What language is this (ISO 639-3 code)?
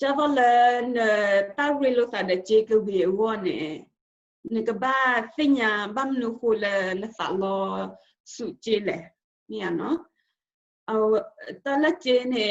ksw